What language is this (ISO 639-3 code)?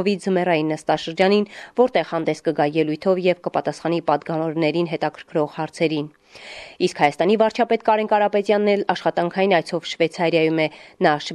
hye